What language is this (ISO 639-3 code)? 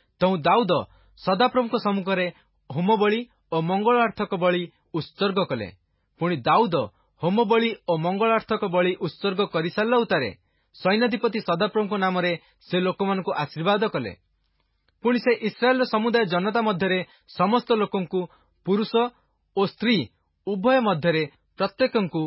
ori